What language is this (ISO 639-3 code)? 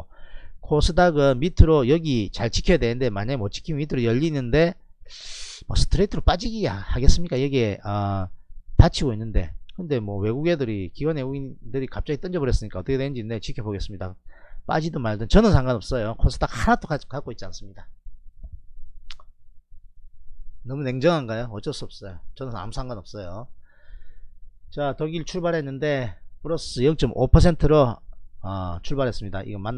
kor